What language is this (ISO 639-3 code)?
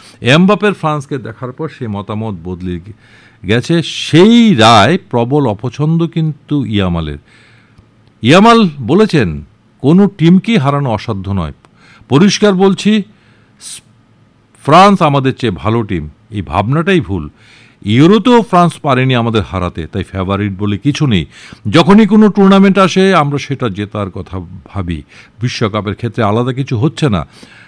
ben